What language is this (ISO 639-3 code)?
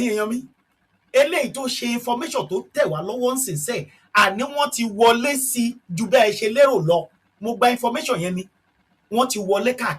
yor